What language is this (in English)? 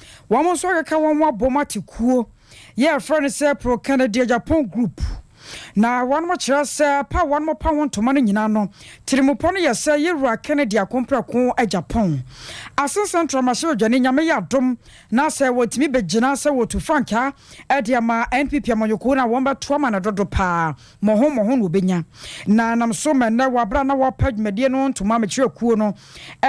Akan